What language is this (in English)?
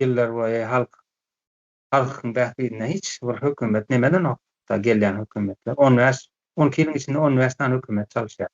Turkmen